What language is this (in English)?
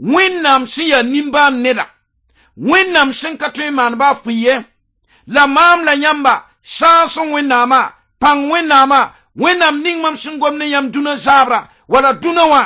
Mossi